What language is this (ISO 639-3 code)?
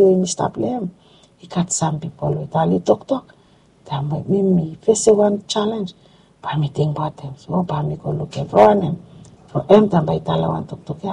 bis